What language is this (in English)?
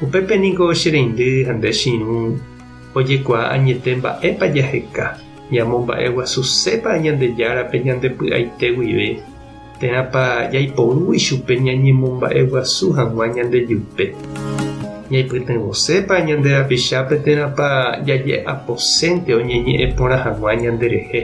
Guarani